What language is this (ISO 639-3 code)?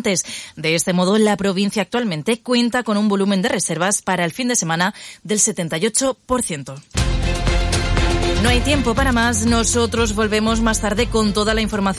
spa